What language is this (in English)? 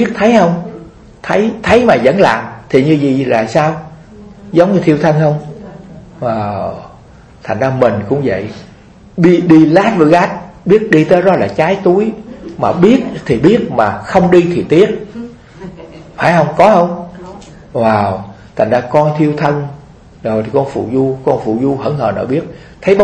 Vietnamese